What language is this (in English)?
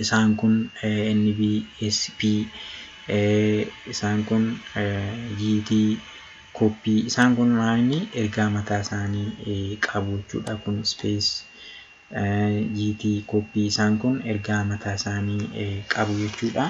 Oromo